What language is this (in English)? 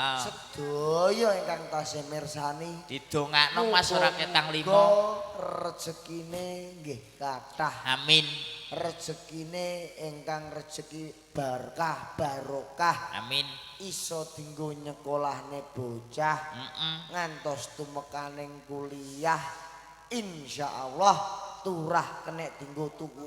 Javanese